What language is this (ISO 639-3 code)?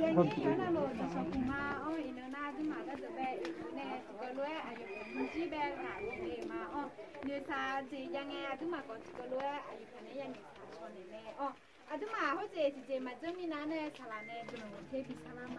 ahk